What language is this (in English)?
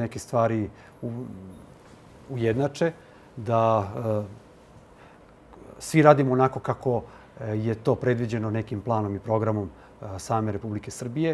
Serbian